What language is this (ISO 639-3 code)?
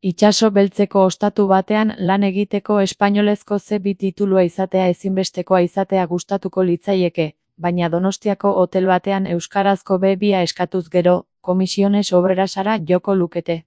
eus